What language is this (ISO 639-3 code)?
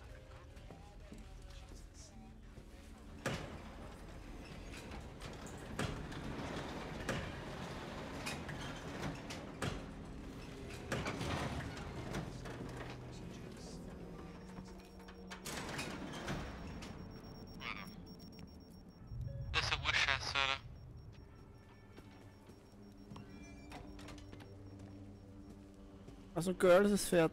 deu